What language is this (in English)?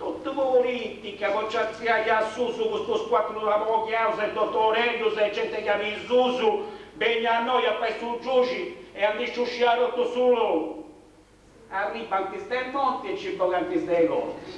Sardinian